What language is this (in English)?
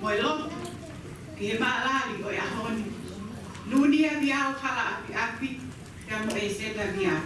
Tongan